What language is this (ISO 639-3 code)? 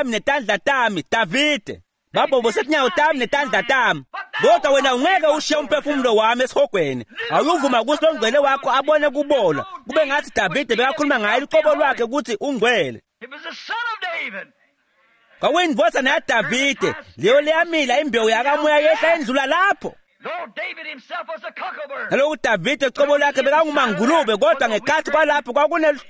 ssw